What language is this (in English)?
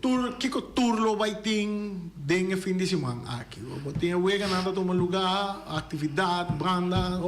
Papiamento